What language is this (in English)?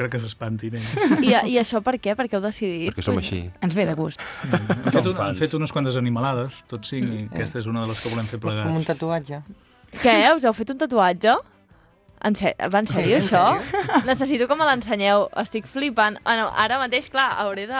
Catalan